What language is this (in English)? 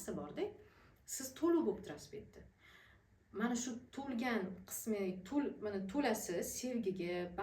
Uzbek